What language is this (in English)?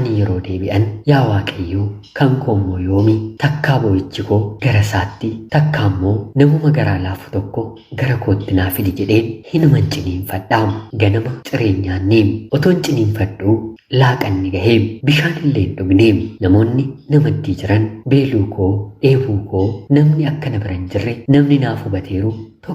Oromo